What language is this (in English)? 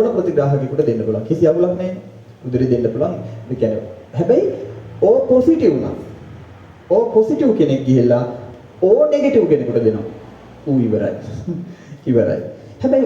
Sinhala